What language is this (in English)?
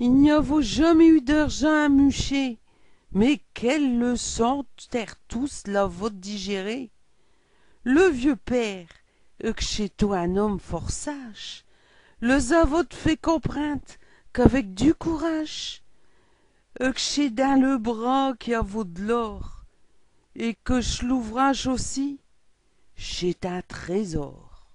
Picard